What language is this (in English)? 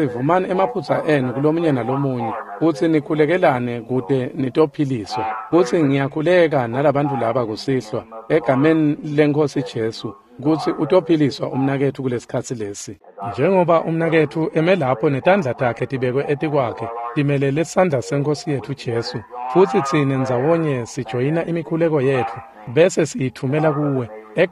Swati